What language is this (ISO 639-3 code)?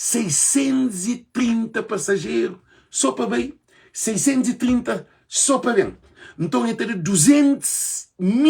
kea